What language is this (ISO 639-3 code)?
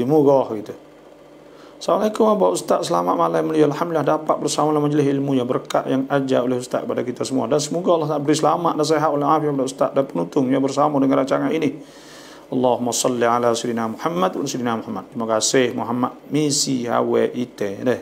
msa